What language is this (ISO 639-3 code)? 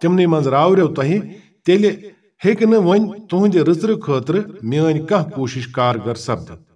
kas